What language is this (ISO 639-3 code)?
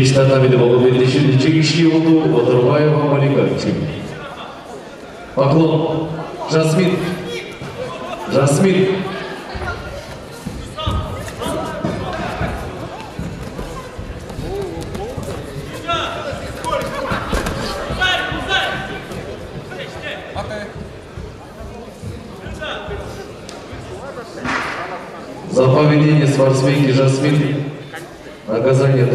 kaz